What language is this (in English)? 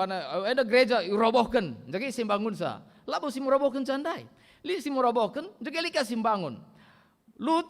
Batak Karo